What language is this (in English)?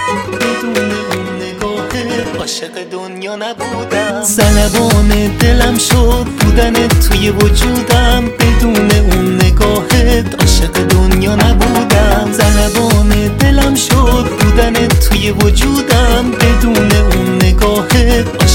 Persian